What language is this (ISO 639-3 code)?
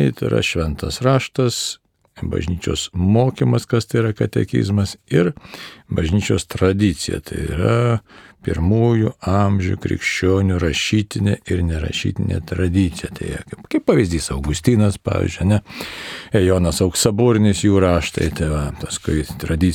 lit